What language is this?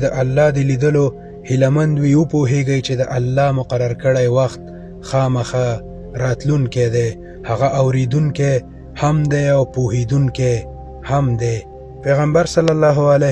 Pashto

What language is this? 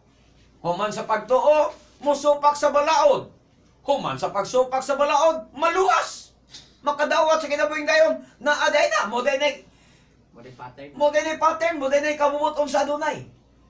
Cebuano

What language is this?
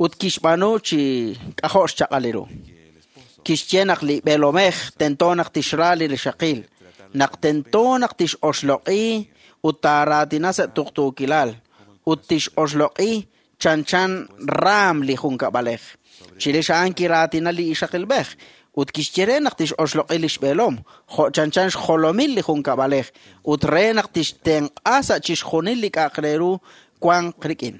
Kekchí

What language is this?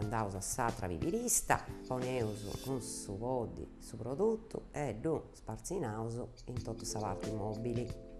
Sardinian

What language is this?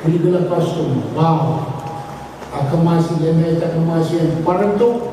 Pohnpeian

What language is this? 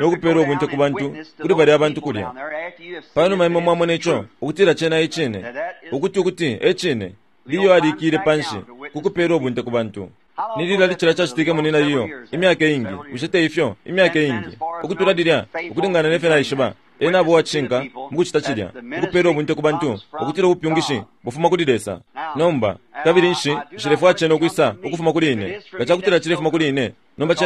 Bemba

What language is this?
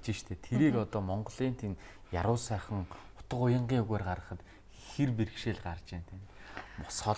Mongolian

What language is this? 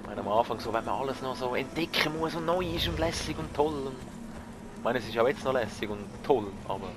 Swiss German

